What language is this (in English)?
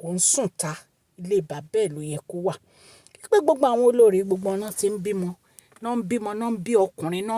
Yoruba